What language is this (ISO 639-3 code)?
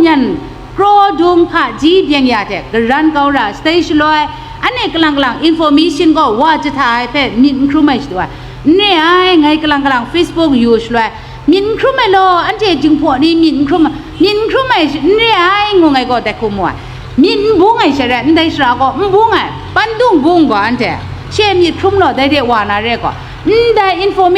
kac